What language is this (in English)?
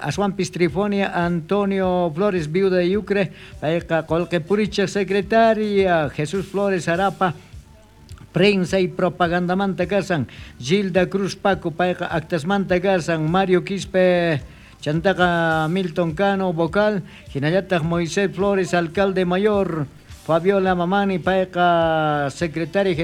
South Bolivian Quechua